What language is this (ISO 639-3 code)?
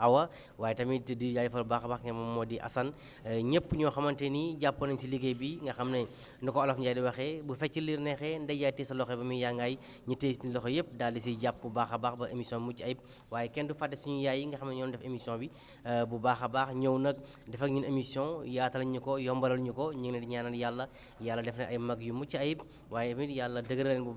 wol